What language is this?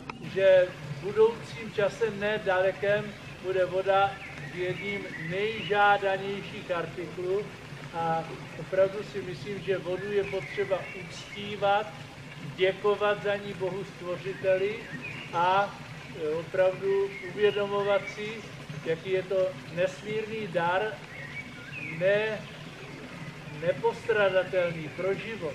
Czech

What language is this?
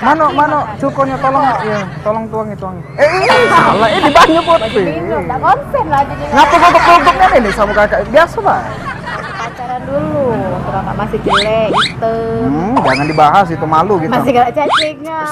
Musi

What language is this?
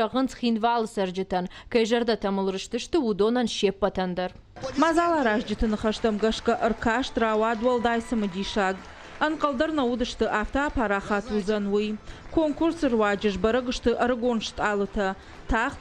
Ossetic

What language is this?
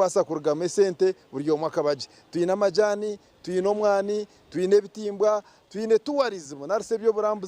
Nyankole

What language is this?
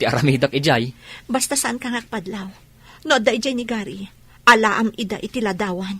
Iloko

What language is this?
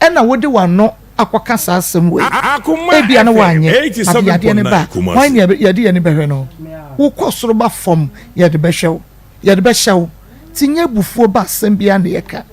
Akan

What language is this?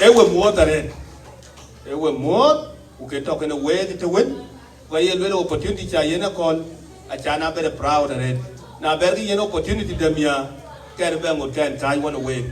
Dinka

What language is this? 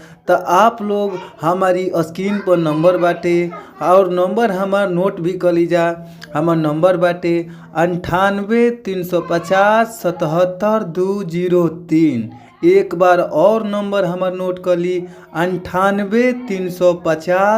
Bhojpuri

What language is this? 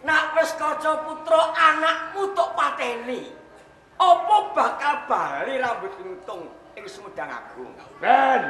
Javanese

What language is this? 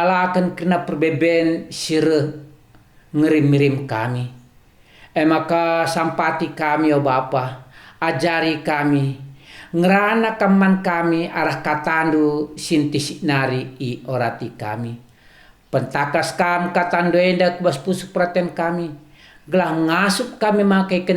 Batak Karo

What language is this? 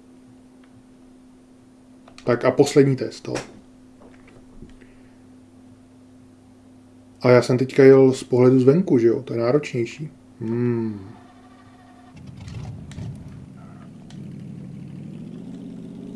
Czech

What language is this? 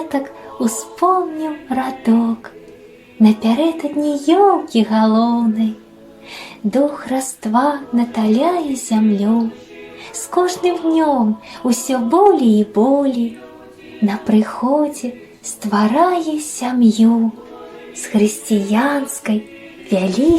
Belarusian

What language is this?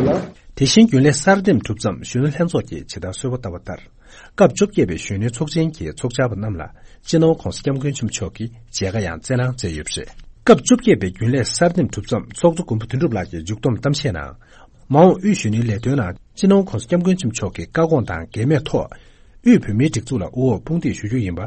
Tibetan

